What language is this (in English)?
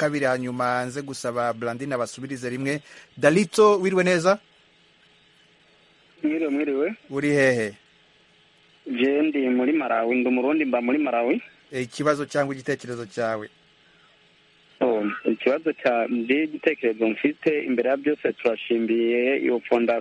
Kinyarwanda